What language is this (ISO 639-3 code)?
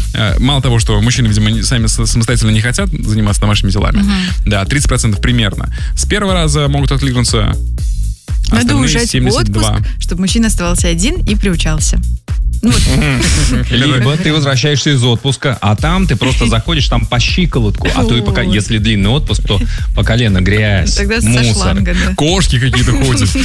rus